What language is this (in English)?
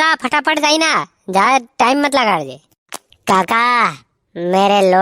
Rajasthani